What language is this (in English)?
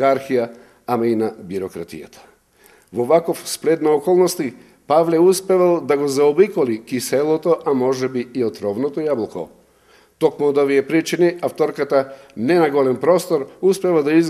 Macedonian